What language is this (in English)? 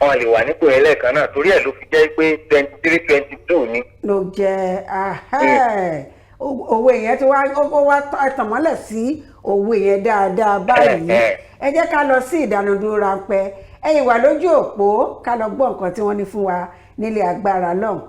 Yoruba